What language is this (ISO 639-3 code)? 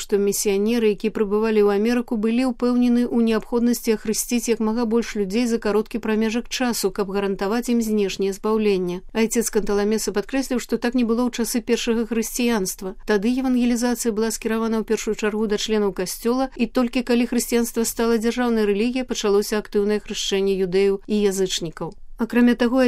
bel